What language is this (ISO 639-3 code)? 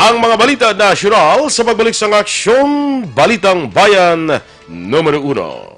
hil